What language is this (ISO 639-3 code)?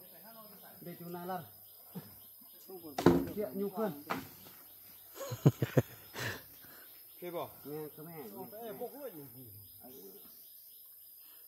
tha